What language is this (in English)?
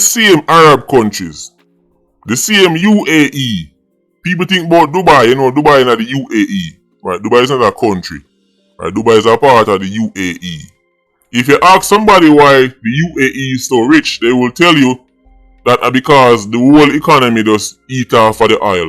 Jamaican Creole English